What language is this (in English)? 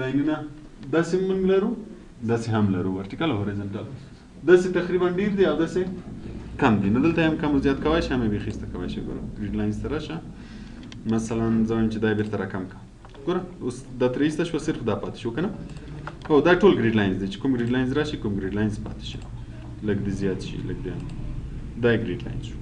Pashto